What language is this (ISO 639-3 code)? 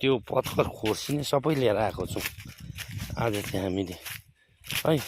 nep